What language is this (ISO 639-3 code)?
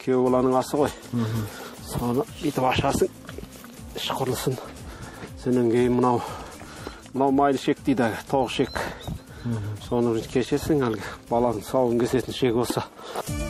kaz